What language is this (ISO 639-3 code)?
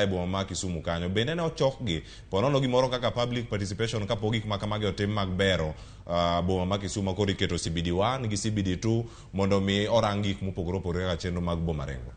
luo